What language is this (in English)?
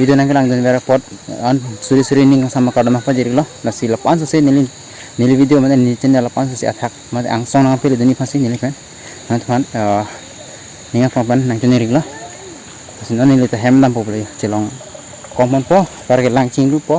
Karbi